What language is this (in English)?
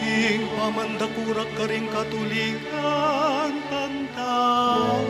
Pampanga